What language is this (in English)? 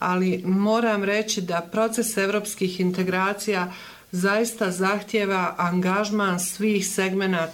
Bosnian